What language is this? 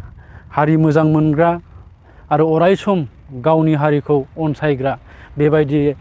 Bodo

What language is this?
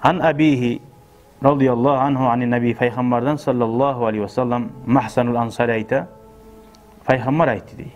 Kumyk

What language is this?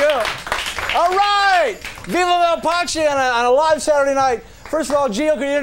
English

